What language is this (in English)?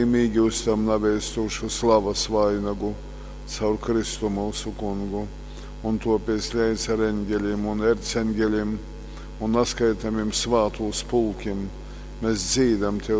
Latgalian